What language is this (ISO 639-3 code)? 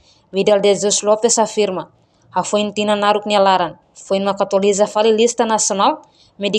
tet